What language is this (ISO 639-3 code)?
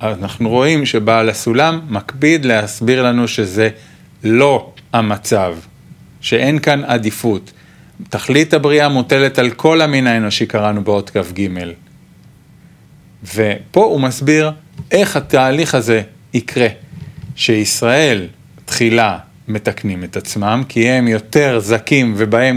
heb